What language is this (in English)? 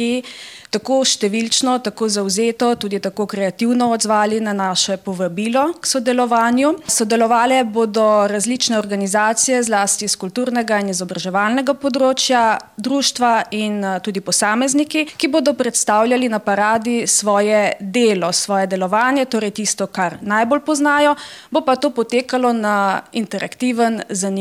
Slovenian